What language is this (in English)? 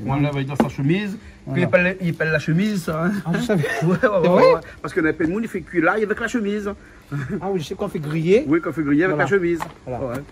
Réunion Creole French